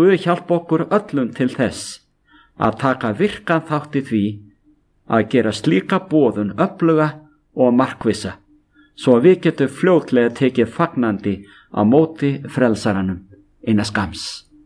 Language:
Icelandic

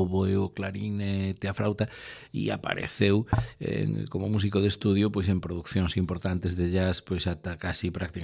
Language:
Galician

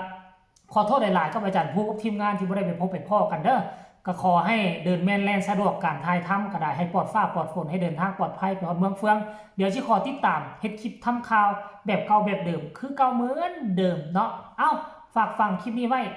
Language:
Northeastern Thai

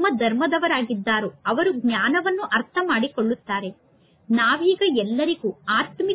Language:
Kannada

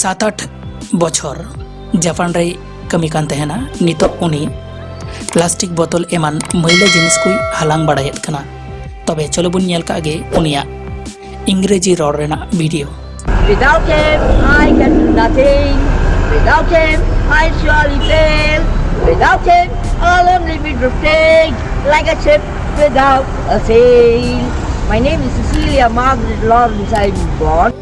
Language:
Santali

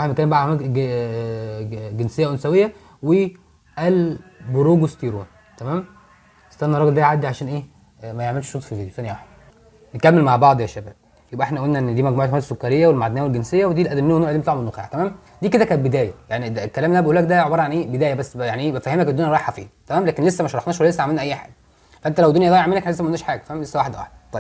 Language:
Egyptian Arabic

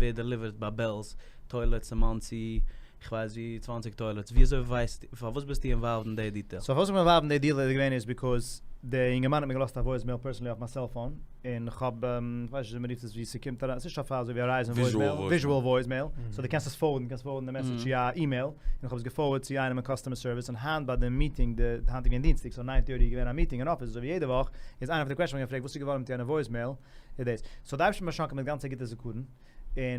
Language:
Yiddish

